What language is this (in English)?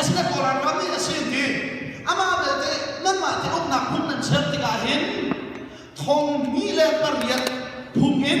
Hakha Chin